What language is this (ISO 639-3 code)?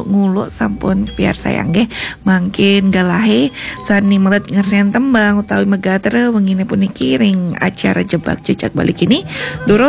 ban